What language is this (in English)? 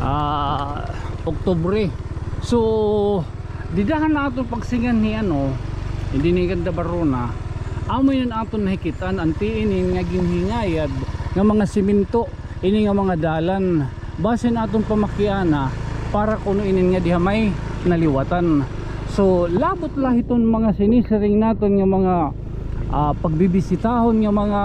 Waray